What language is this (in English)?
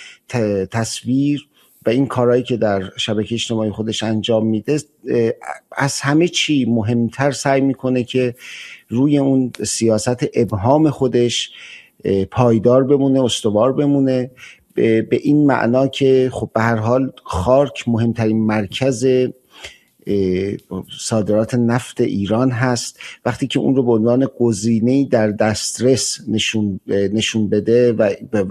Persian